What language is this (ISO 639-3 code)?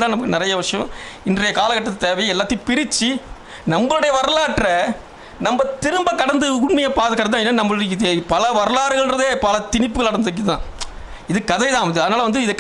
tam